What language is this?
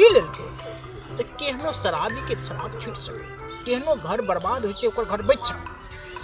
Maithili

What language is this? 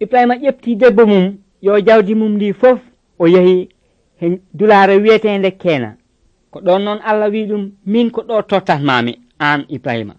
Nigerian Fulfulde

